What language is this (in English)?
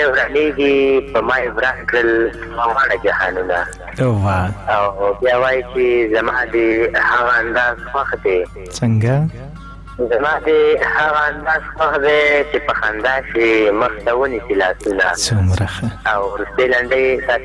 Pashto